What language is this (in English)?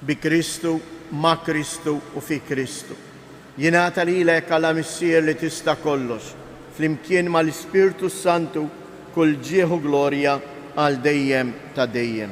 Maltese